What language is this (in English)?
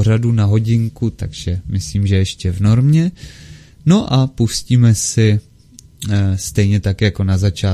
Czech